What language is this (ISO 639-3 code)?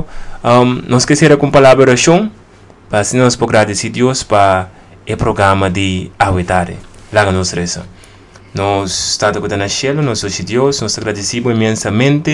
pap